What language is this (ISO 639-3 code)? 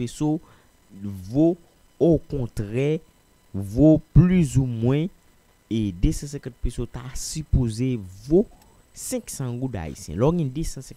hat